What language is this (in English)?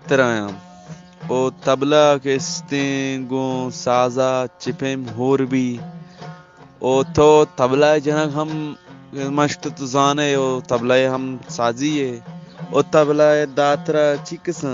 Eastern Balochi